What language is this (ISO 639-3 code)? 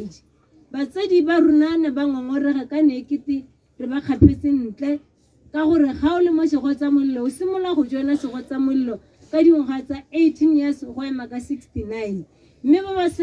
tsn